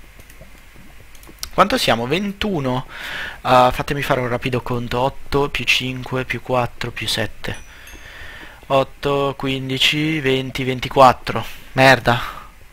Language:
Italian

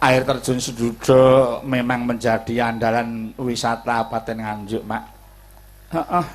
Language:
Javanese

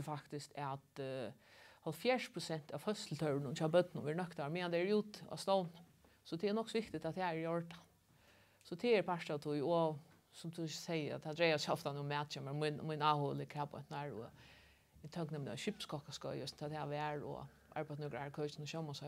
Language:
Faroese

